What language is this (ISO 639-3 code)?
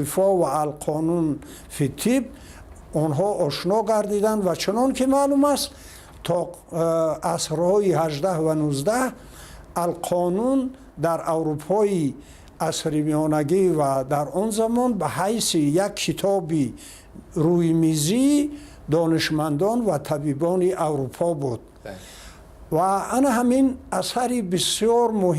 tgk